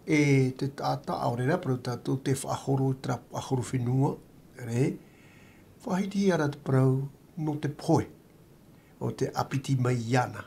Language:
Tahitian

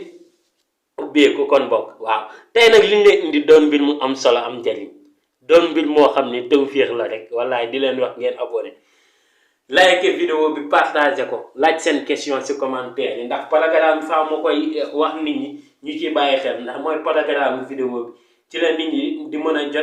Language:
Wolof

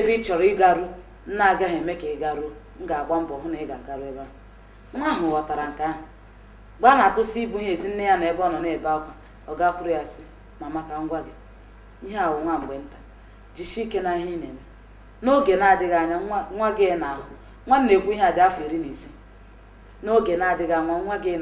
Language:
Igbo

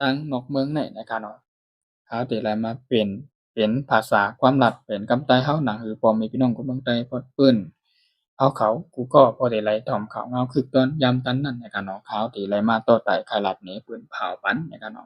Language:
Shan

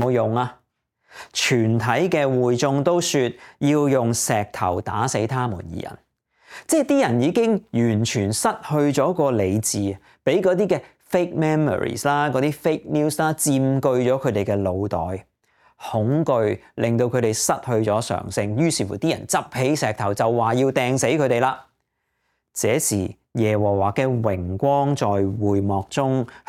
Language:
Cantonese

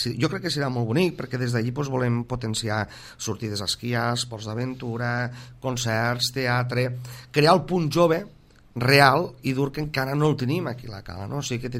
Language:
Catalan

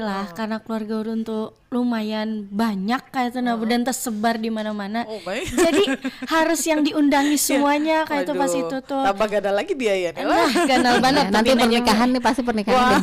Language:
Banjar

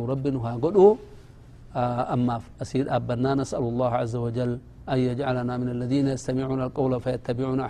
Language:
Oromo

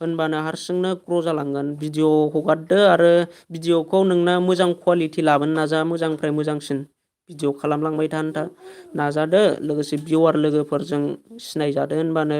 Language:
Bodo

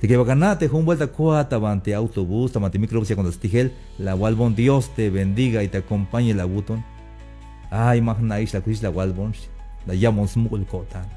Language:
Tzeltal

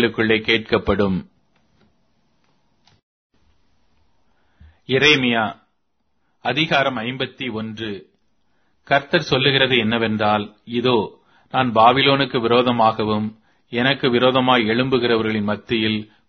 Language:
Tamil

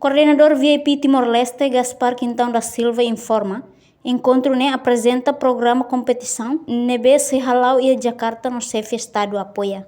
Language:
Tetum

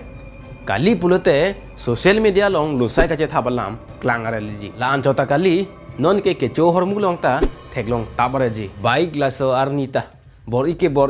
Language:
Karbi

